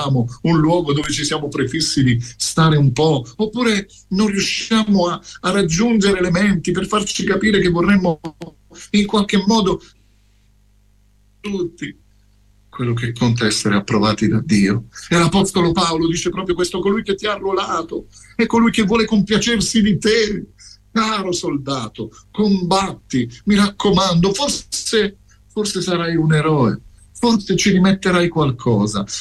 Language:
Italian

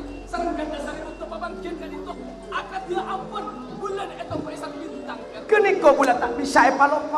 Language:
Madurese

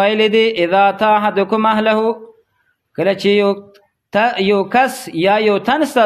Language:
Pashto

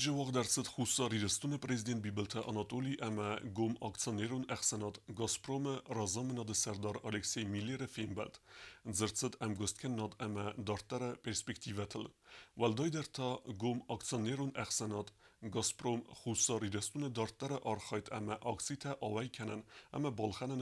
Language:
Ossetic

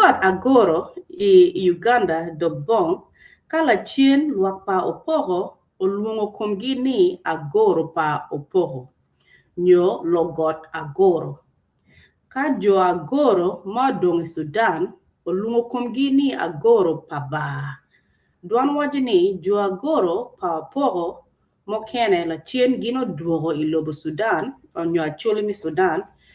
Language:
Acoli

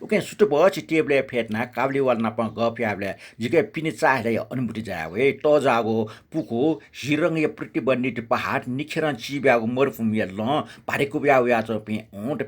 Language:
Newari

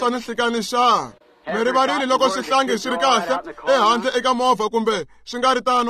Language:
Tsonga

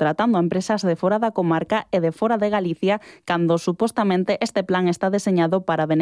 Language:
Galician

